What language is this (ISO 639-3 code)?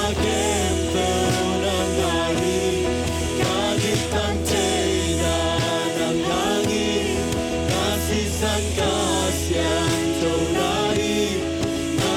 ctd